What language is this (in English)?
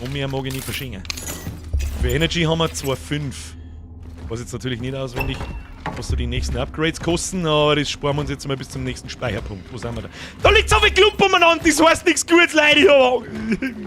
Bavarian